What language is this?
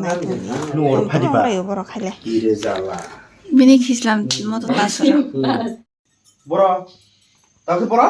Kok Borok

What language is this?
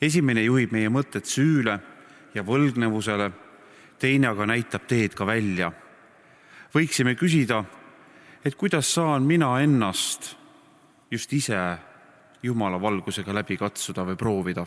Estonian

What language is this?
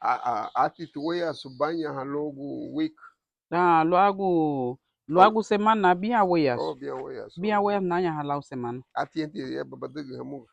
Garifuna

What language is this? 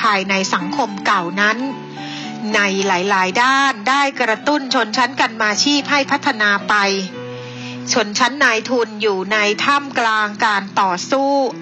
Thai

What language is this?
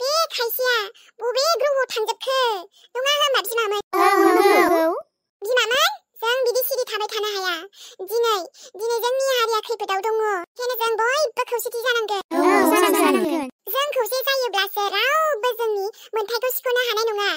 Bodo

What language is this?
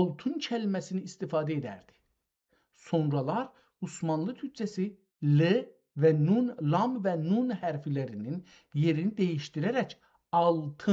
South Azerbaijani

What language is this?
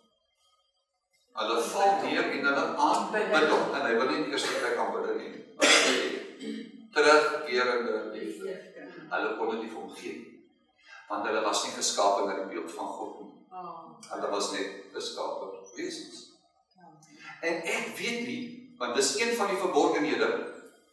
Afrikaans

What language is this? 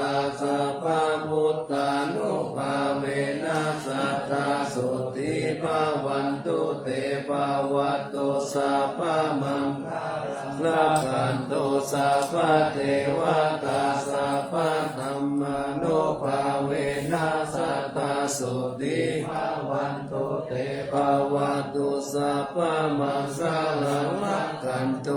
Pali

